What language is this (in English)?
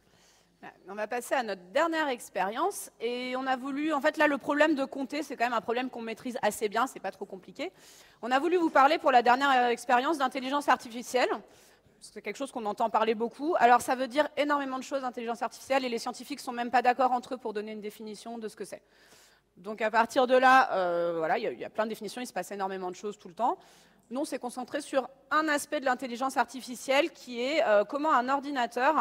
French